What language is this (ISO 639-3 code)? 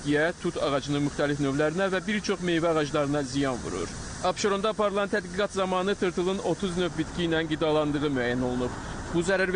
aze